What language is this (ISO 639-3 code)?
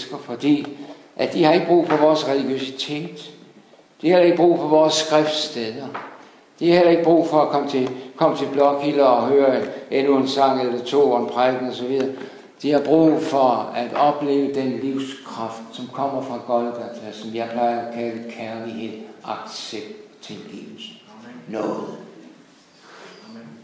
dan